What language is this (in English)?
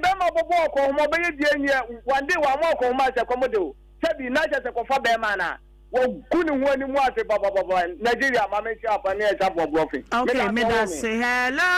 Akan